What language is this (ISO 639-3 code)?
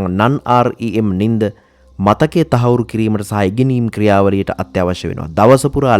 sin